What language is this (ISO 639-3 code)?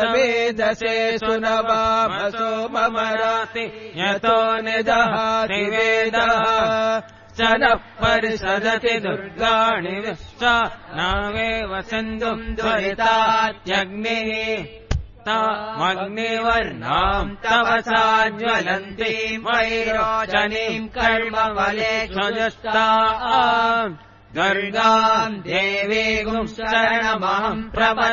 san